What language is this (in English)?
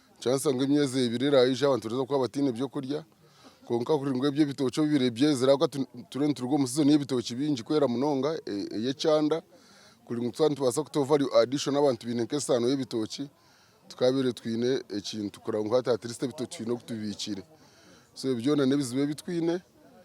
Nyankole